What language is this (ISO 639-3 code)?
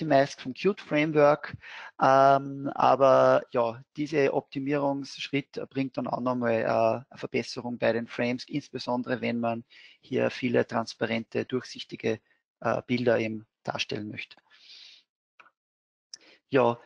deu